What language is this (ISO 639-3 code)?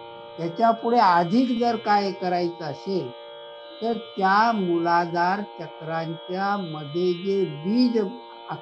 mar